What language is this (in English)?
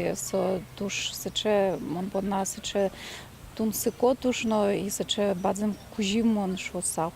Udmurt